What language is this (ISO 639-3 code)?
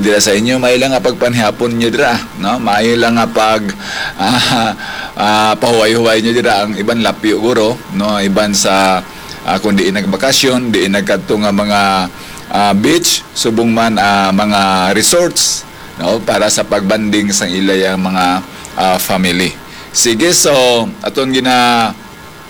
hil